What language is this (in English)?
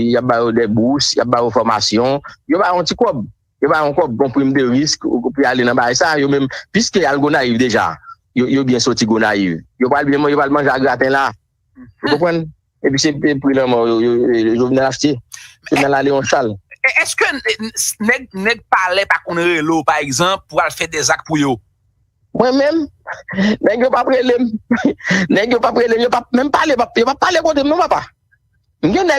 Haitian Creole